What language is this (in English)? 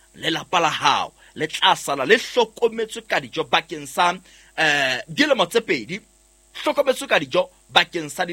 Southern Sotho